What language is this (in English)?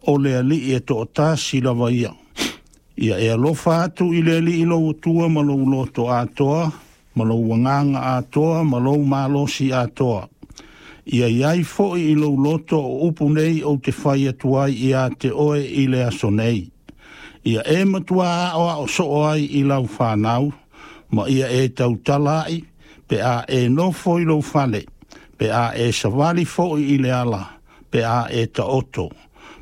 Samoan